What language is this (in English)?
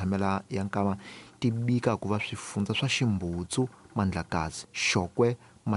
Tsonga